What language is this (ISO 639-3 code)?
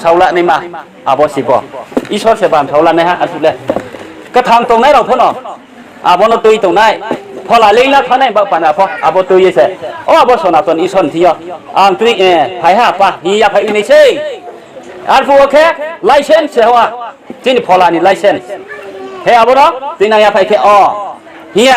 ria